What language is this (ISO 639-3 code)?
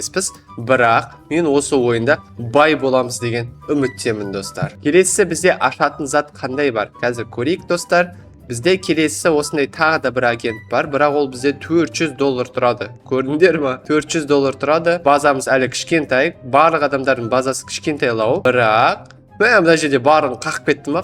kaz